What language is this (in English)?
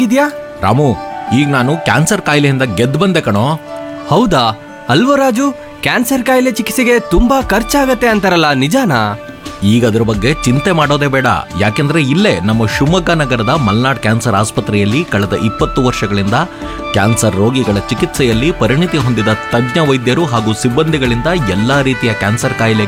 Kannada